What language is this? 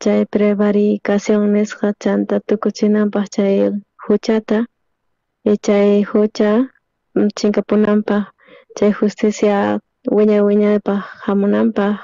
South Bolivian Quechua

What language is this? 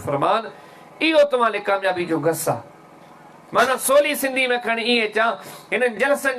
Sindhi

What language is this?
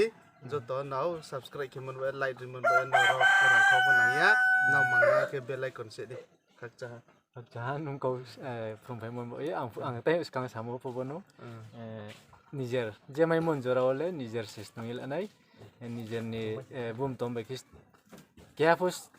Riang (India)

